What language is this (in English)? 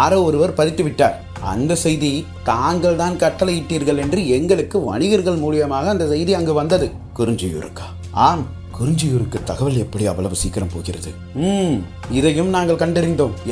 Tamil